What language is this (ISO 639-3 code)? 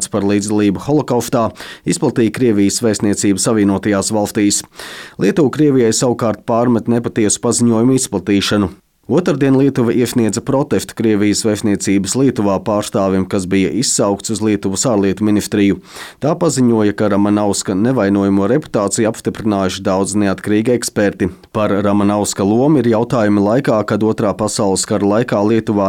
lav